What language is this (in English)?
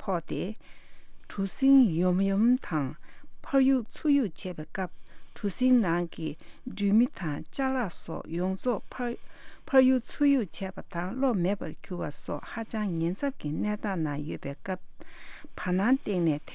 Tibetan